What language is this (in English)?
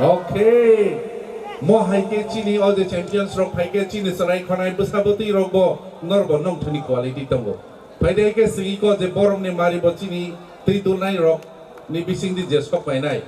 Kok Borok